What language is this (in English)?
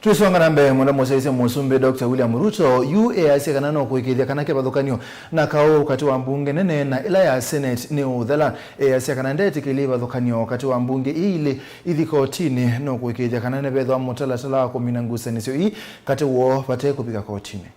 Kamba